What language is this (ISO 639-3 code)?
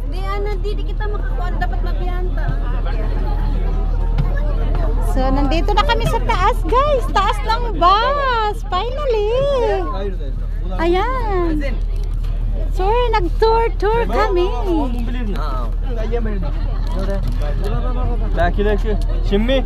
fil